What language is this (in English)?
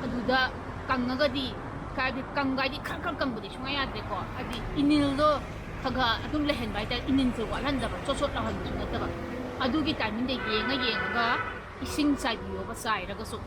Manipuri